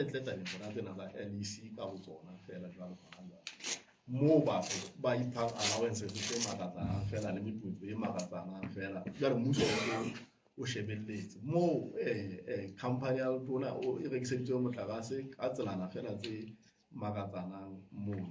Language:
Southern Sotho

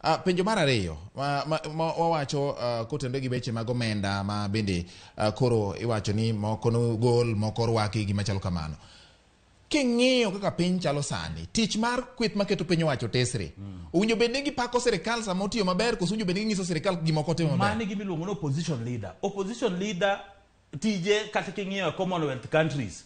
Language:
Luo (Kenya and Tanzania)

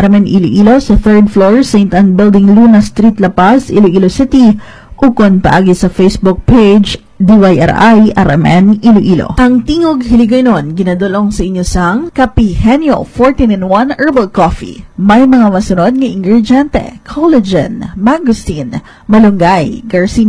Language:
Hiligaynon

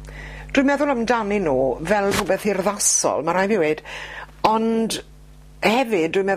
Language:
Welsh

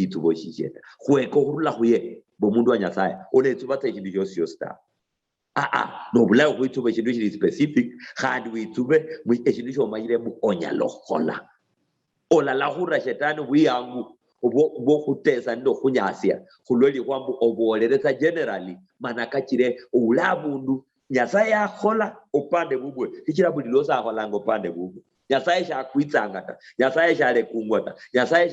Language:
Luyia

